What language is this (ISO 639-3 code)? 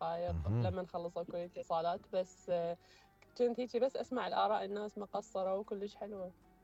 acm